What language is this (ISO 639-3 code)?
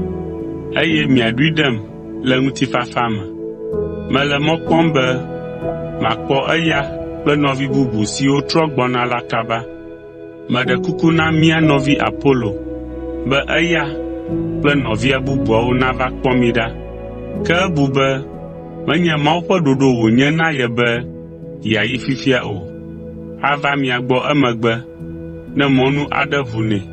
ewe